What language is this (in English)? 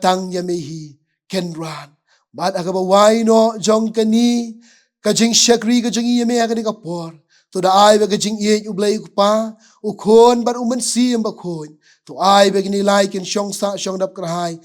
Khasi